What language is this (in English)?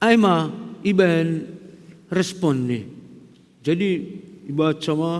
Batak Simalungun